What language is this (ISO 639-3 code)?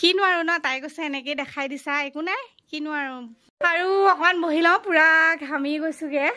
asm